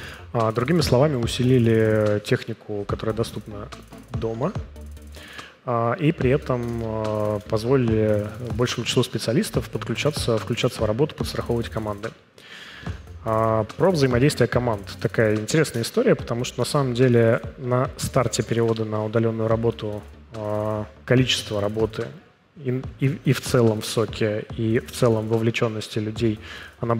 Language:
Russian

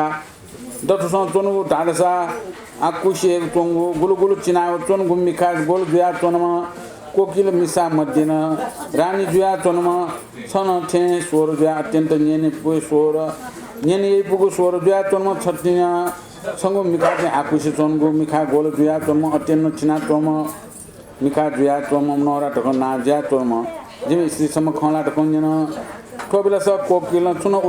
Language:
Newari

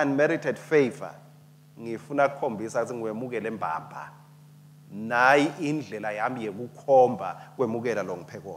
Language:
Swati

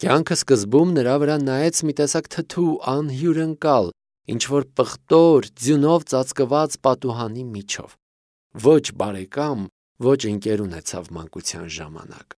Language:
Armenian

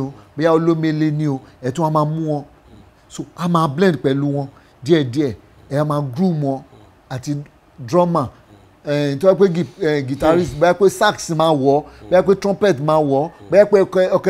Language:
Yoruba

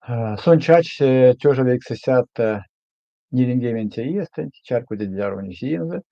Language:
Erzya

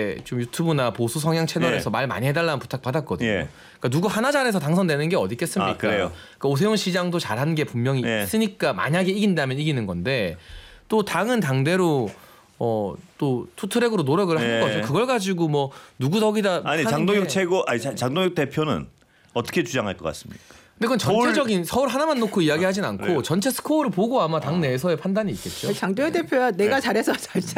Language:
Korean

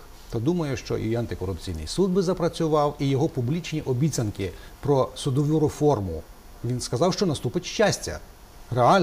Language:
Ukrainian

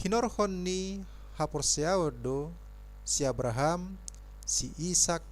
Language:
Batak Toba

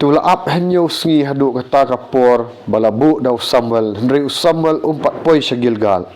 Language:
Khasi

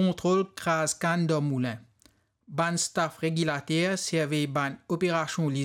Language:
Morisyen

